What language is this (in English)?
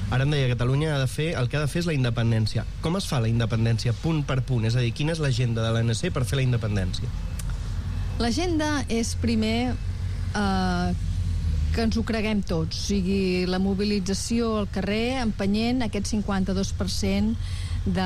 Catalan